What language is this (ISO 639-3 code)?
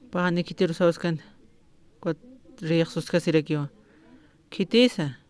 aym